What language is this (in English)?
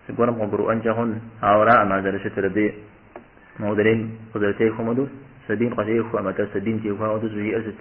Kabardian